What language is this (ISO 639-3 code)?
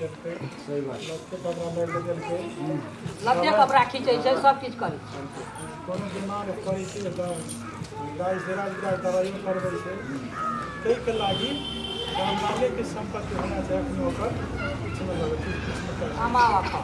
mai